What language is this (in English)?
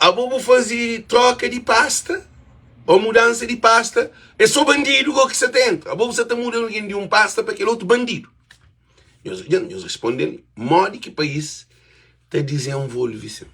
Kabuverdianu